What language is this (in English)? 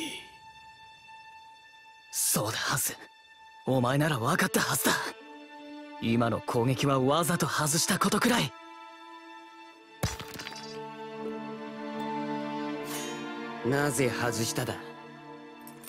Japanese